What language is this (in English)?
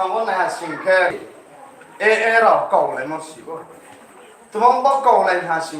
Riang (India)